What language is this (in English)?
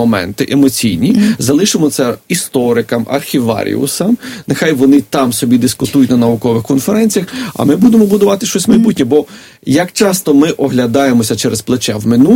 Ukrainian